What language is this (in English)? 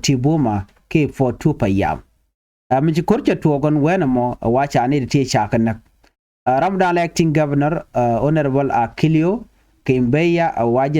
Nuer